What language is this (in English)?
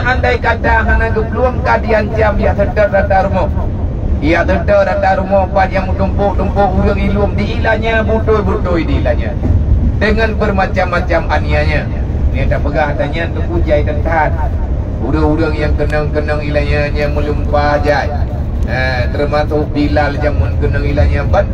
Achinese